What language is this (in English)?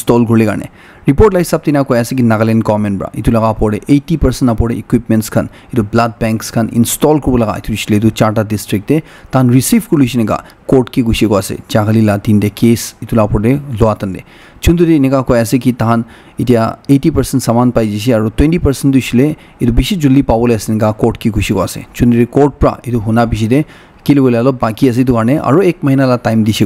Naga Pidgin